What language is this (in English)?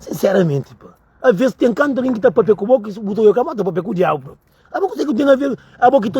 Kabuverdianu